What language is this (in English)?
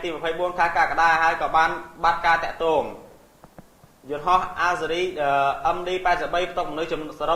Khmer